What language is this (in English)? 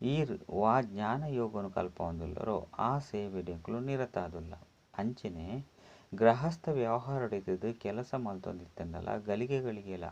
Tulu